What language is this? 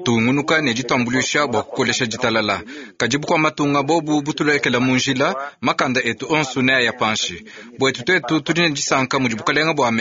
Luba-Lulua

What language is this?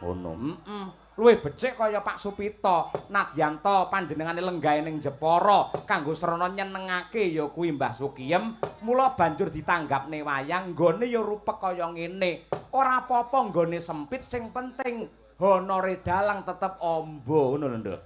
Javanese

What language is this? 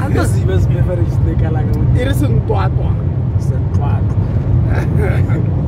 Tswana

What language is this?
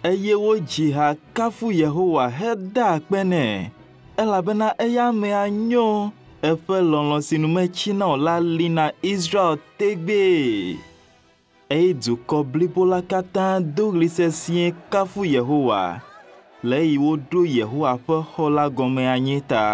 Ewe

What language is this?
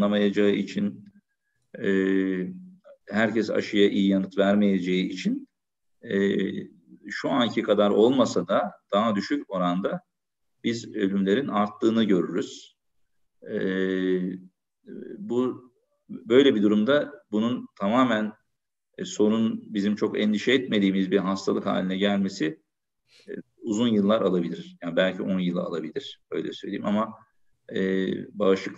Turkish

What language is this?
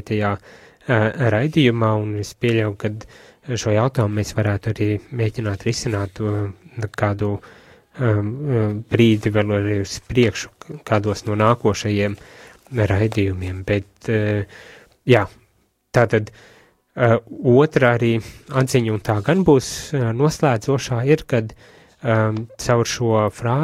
Latvian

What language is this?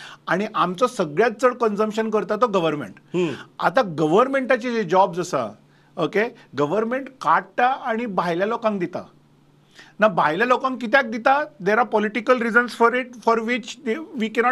Konkani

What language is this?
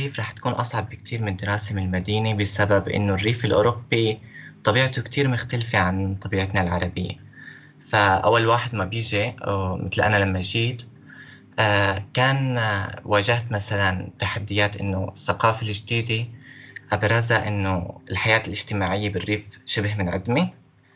North Levantine Arabic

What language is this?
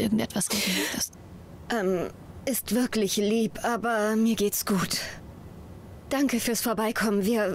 German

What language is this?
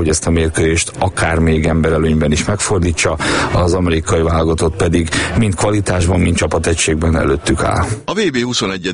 Hungarian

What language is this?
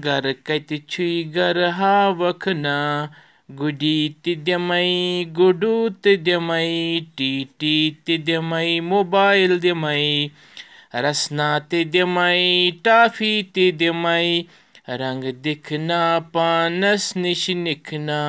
Kashmiri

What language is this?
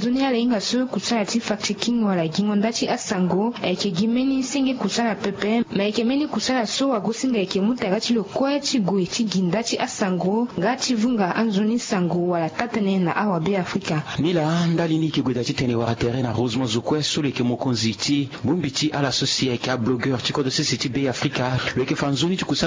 Sango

